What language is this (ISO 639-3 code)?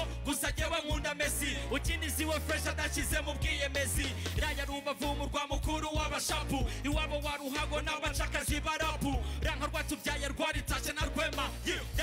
kin